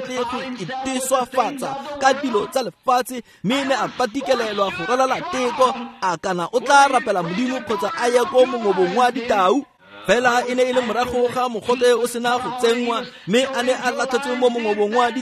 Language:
Tswana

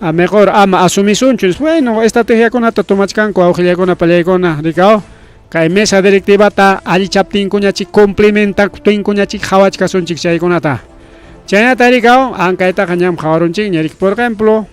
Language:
Ayacucho Quechua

